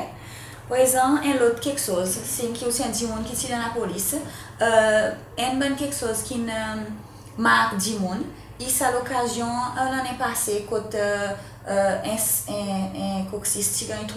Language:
Seselwa Creole French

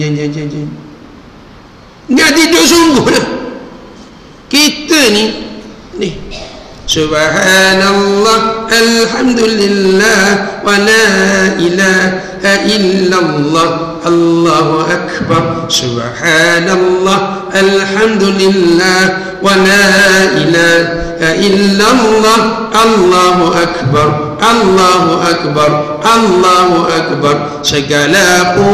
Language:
Malay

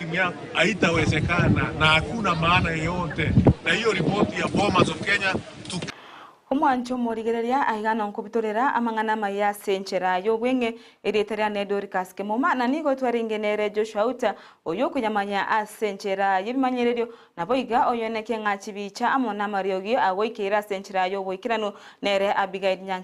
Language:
Gusii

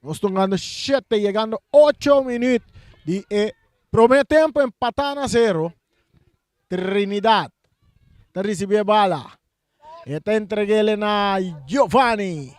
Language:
Papiamento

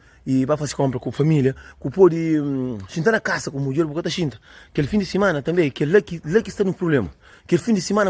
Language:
Kabuverdianu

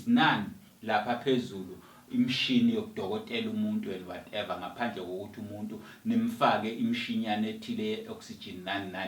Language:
Zulu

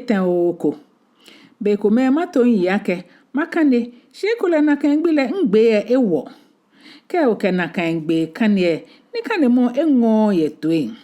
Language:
Ga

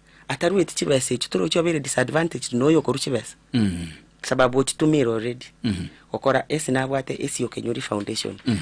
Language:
Gusii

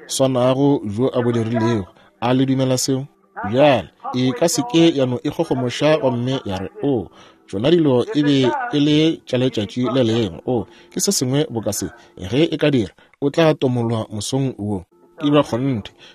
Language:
Northern Sotho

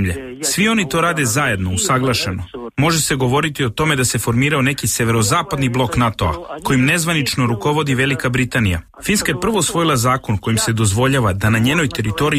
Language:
Serbian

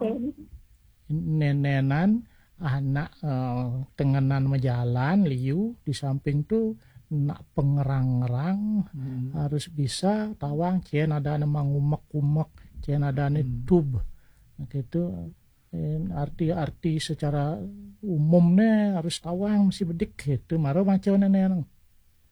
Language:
Balinese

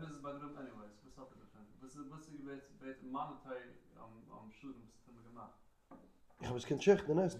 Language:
Yiddish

